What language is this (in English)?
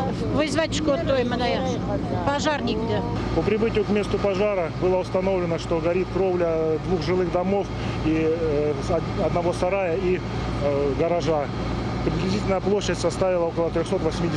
Ossetic